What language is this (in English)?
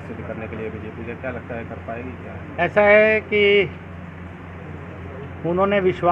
Hindi